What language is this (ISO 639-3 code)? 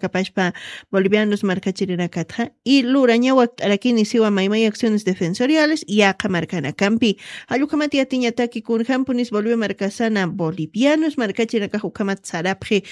aym